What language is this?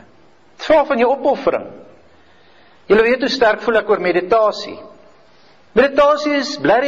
Afrikaans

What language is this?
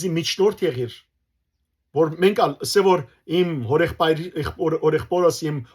Western Armenian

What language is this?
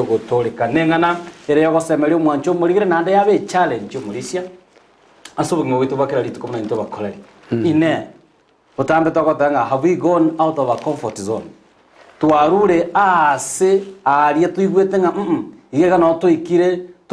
Gusii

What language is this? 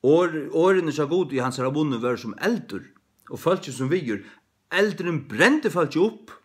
Faroese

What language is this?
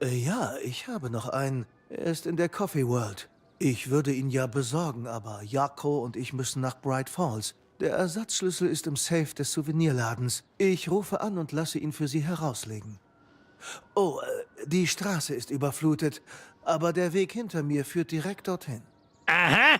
Bavarian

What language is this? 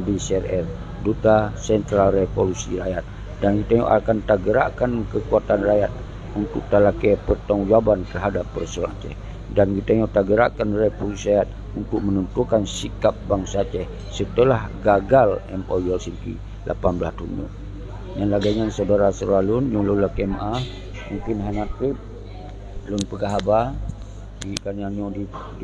Achinese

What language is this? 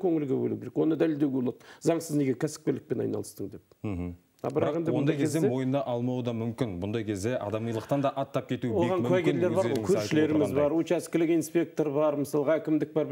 Kazakh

